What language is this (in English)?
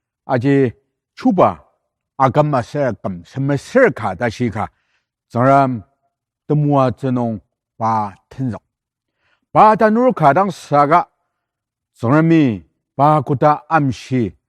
Ao Naga